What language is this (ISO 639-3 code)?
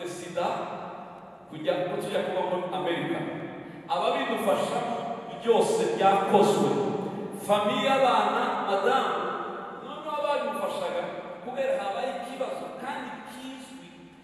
kin